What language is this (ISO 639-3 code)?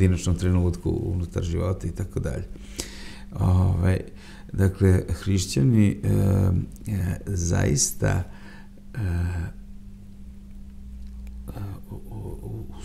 srp